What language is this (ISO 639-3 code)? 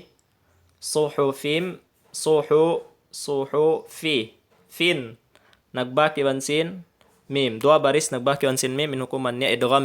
tsg